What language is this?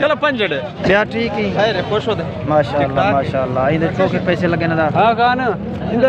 Saraiki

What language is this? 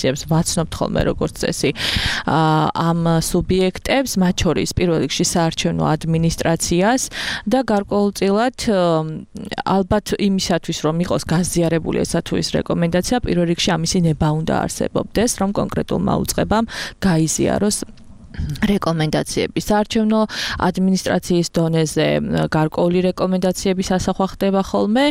Georgian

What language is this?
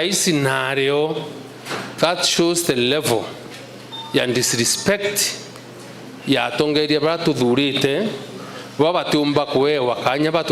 Meru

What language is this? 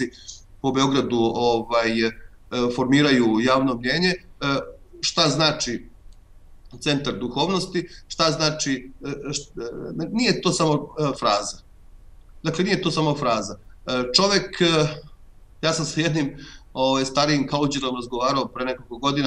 Serbian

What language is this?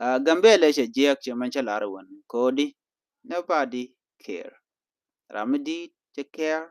Nuer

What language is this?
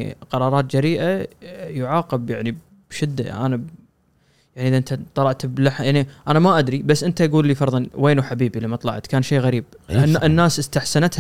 Gulf Arabic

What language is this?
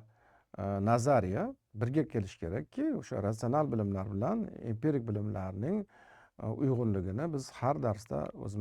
Uzbek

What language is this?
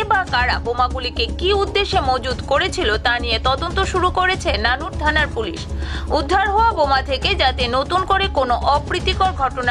Bangla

